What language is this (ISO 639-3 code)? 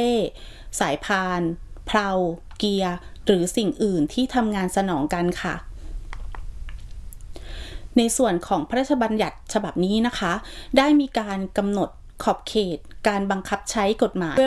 tha